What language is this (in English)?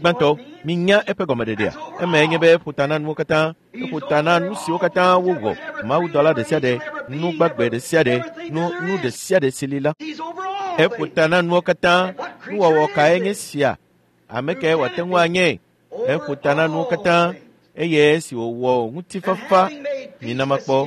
Ewe